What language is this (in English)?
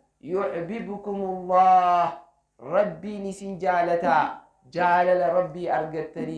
Oromo